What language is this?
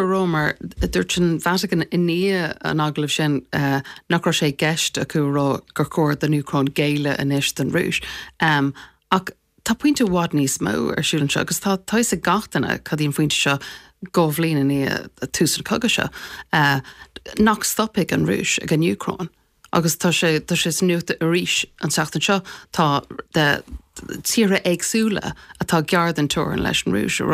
Irish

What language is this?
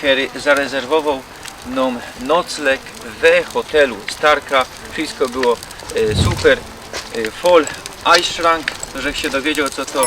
Silesian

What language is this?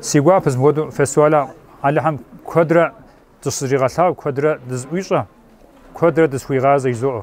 Kabardian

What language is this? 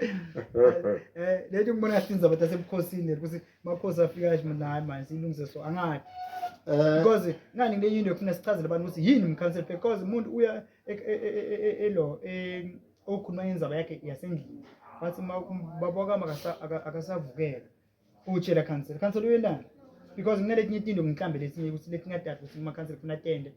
Zulu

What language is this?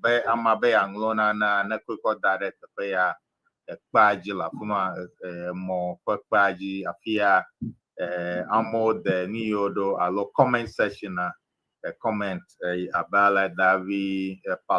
Ewe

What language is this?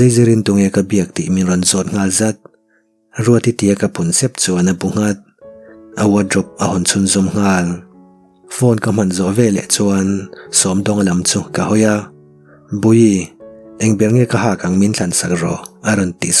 Mizo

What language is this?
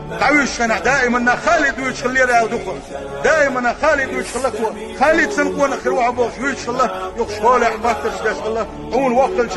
Chechen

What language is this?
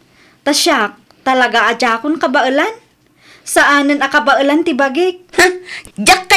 Iloko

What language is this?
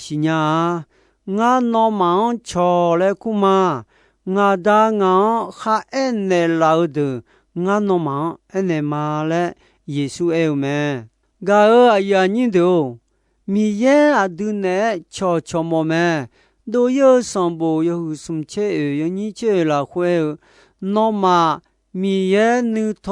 Akha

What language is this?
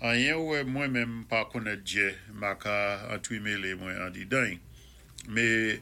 Saint Lucian Creole French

